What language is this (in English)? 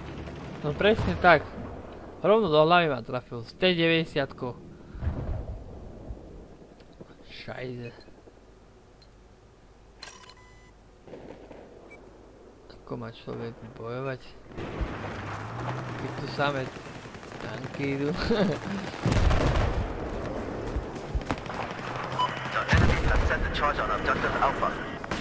Slovak